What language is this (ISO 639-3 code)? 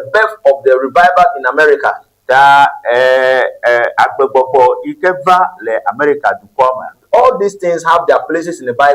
ewe